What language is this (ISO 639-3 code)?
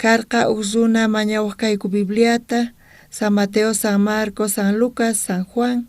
quh